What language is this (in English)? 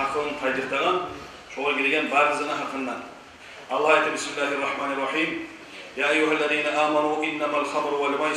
Kumyk